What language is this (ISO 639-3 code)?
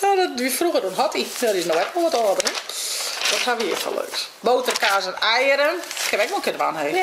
fry